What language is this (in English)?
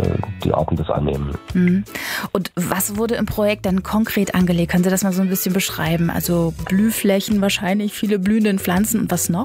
German